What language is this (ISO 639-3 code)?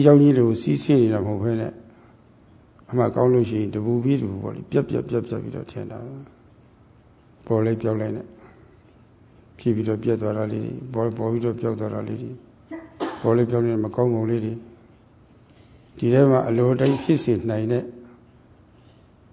mya